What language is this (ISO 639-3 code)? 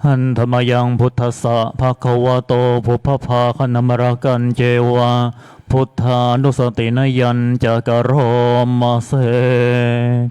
pli